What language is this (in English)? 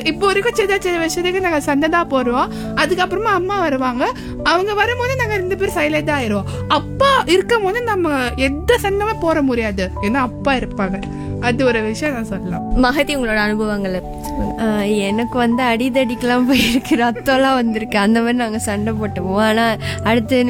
Tamil